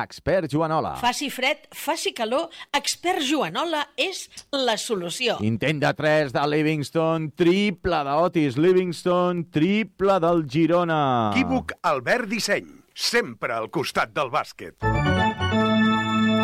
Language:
Catalan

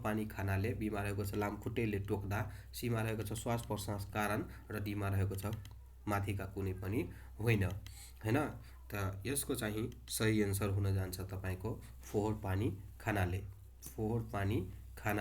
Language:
Nepali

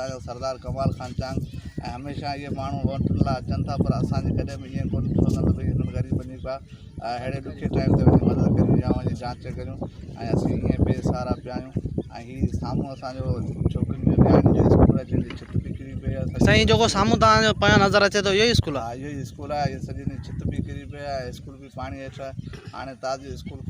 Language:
Sindhi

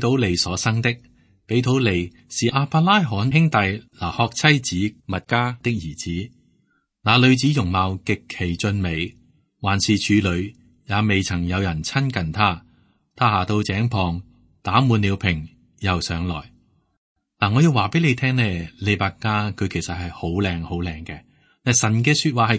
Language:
Cantonese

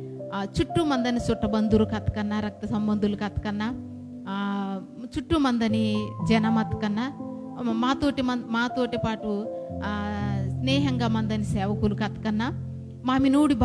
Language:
Koya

